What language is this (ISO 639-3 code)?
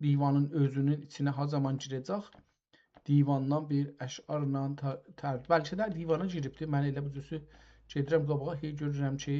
azb